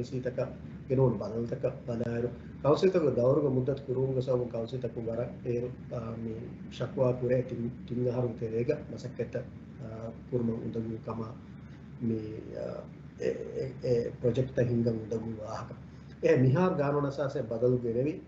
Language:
Divehi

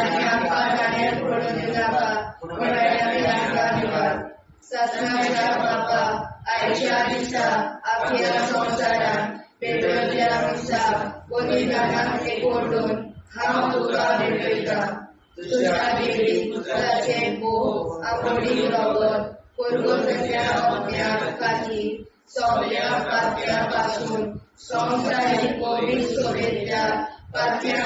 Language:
Konkani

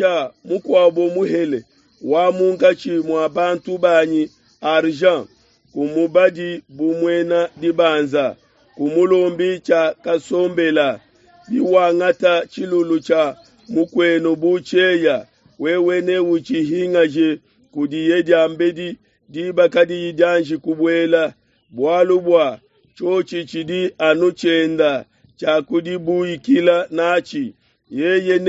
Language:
Luba-Lulua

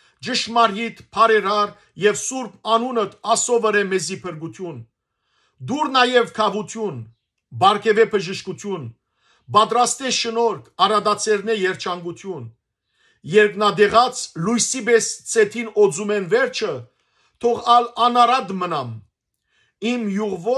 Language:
Western Armenian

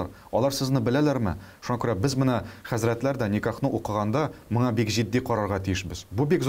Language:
Tatar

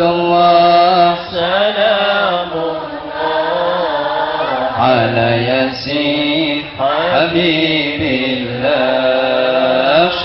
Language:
Javanese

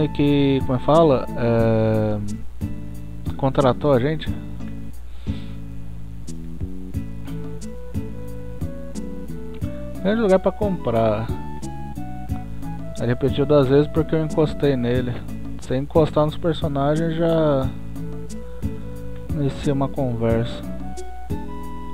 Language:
Portuguese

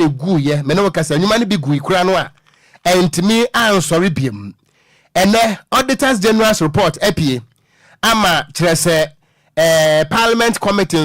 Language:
Akan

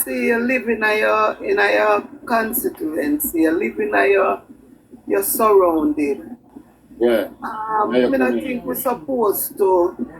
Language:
Jamaican Creole English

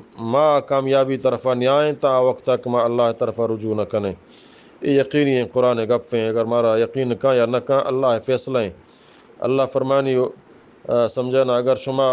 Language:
Eastern Balochi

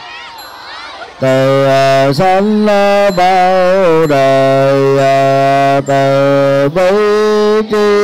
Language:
Vietnamese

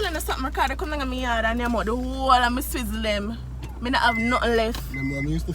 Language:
Jamaican Creole English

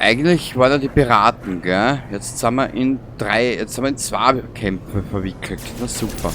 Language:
Bavarian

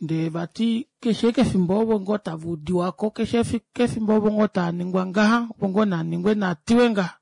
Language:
Kuanyama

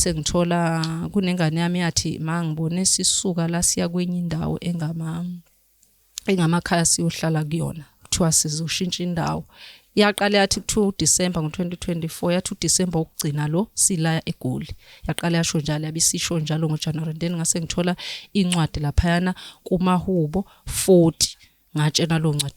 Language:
Zulu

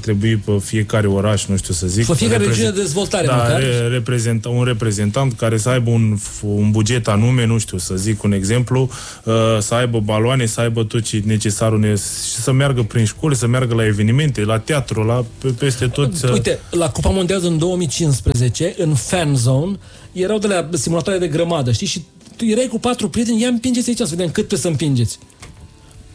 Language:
Romanian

